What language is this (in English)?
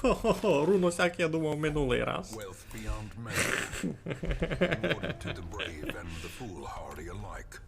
Rusyn